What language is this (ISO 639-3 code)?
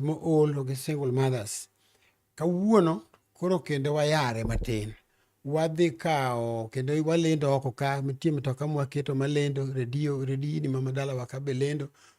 luo